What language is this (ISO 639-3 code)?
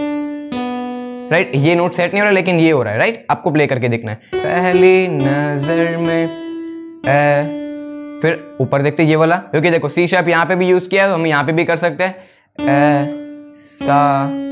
hin